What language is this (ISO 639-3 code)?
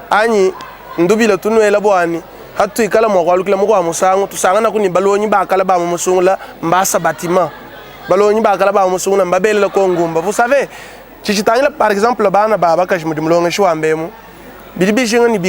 lua